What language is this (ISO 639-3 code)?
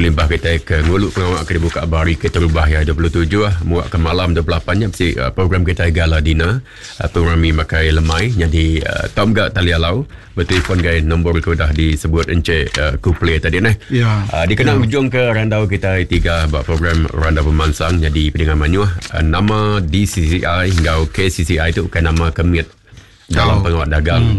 iba